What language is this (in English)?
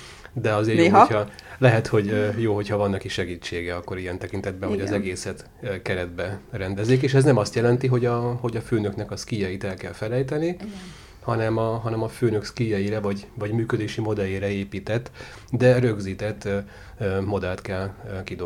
Hungarian